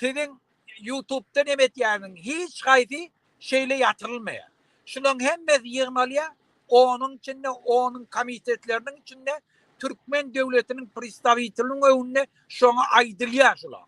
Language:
Turkmen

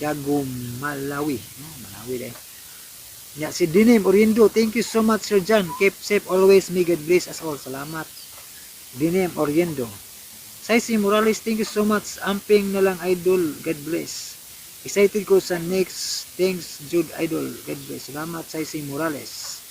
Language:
Cebuano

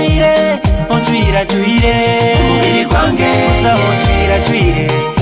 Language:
Nyoro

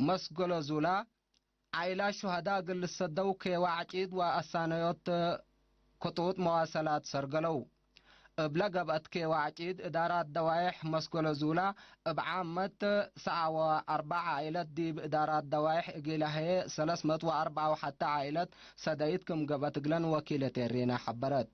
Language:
Tigre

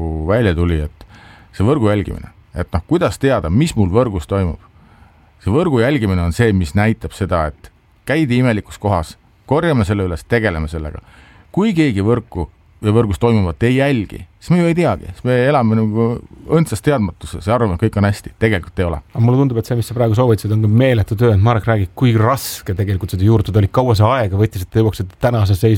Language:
Estonian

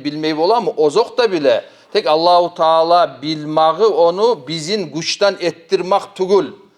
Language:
Kumyk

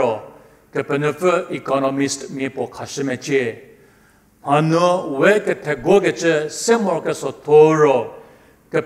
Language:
Angami Naga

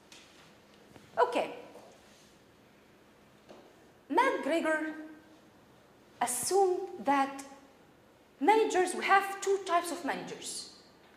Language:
English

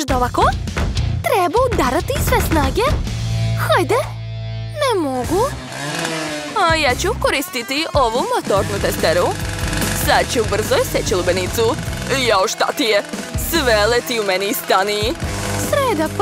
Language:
Serbian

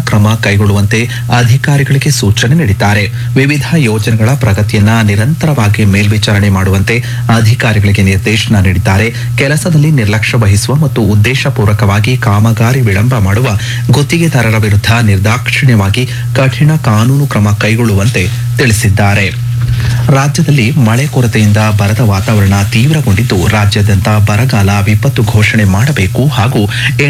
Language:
Kannada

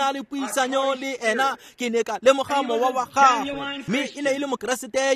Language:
Tswana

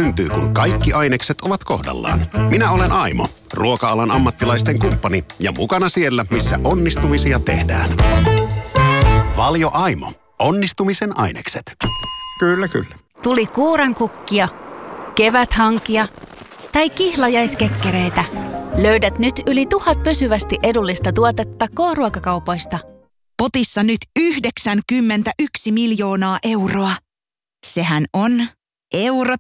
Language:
Finnish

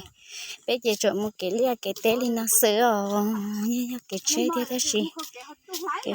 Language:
Hmong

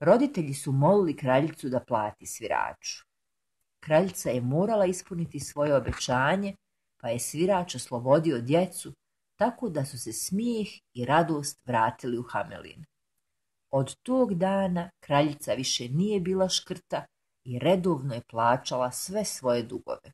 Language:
Bosnian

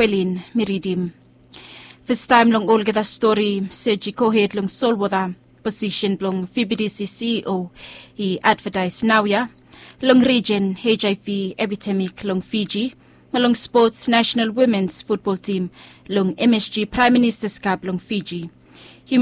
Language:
Bislama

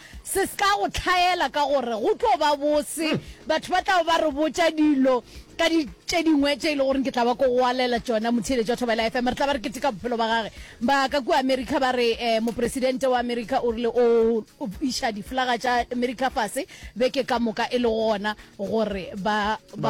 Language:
Northern Sotho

